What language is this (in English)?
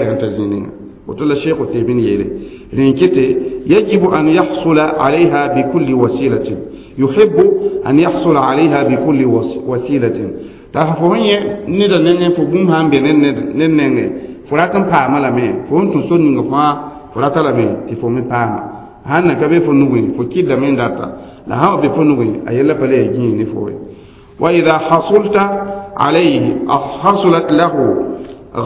Mossi